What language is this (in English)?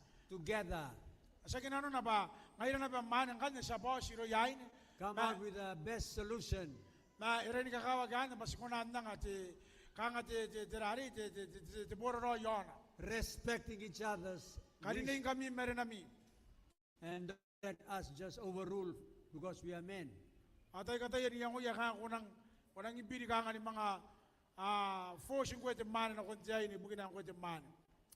Gilbertese